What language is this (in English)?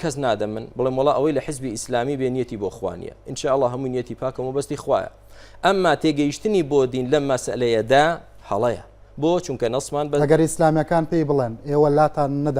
Central Kurdish